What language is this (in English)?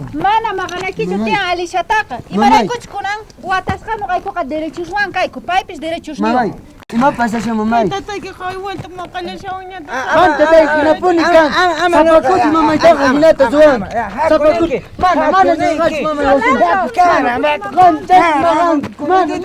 South Bolivian Quechua